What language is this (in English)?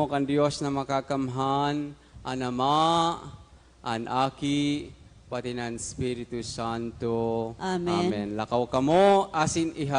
Bikol